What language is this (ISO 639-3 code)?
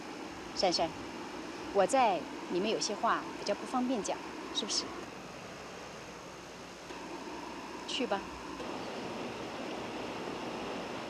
zho